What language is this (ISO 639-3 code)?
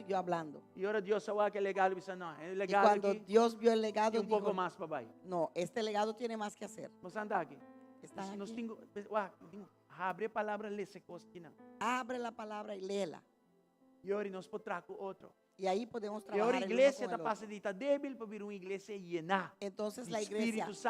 pap